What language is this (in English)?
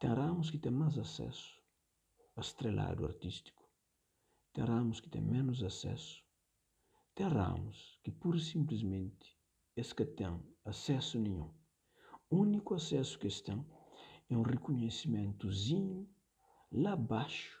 Kabuverdianu